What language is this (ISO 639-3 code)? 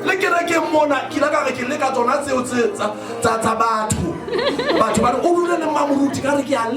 sot